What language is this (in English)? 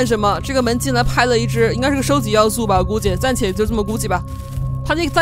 Chinese